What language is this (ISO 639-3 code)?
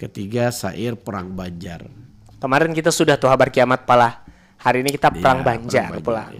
bjn